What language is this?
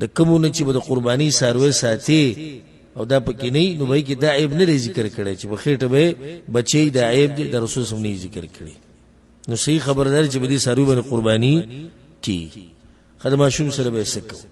Pashto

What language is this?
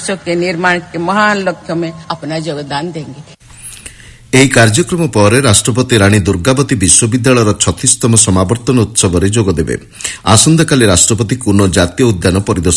Odia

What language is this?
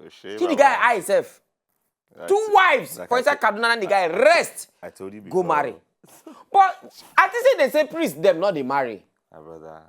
Nigerian Pidgin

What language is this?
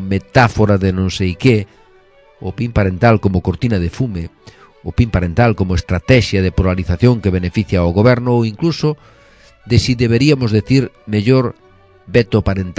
Galician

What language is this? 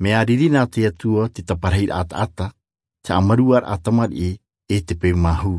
Tahitian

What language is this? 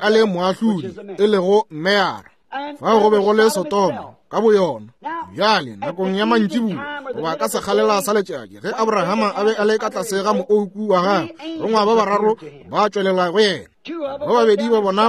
Northern Sotho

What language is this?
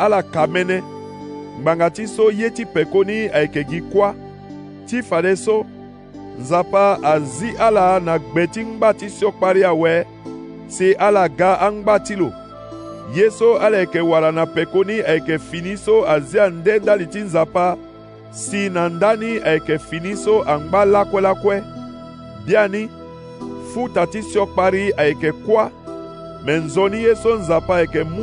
Sango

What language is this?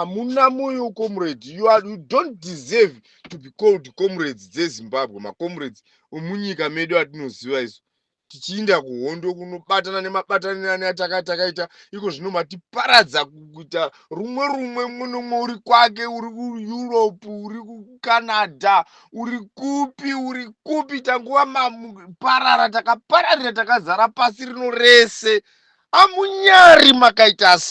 Shona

